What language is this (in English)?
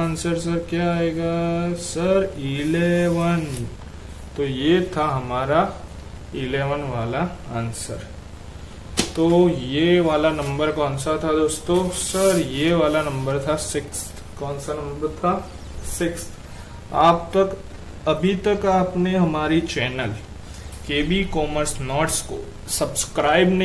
Hindi